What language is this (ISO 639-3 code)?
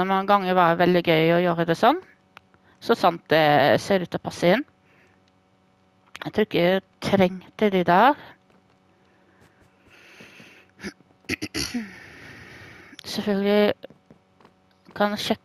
nor